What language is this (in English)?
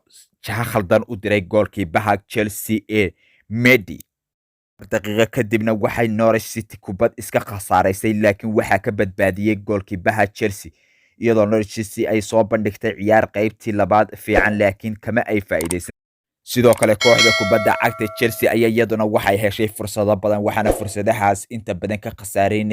Somali